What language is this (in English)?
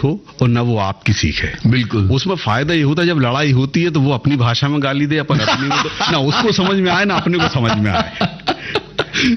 Hindi